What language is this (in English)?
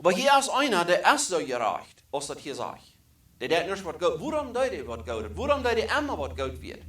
Plautdietsch